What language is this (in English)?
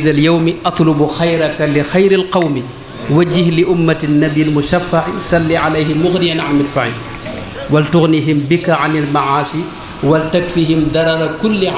Wolof